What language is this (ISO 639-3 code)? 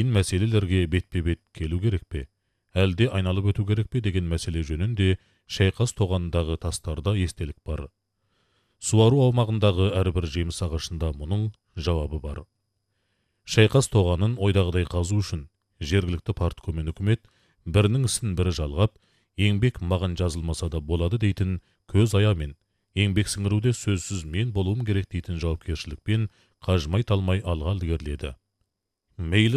kaz